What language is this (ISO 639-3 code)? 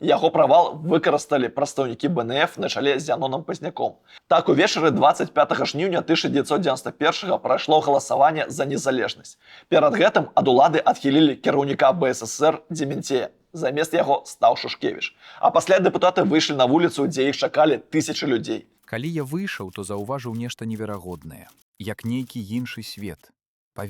bel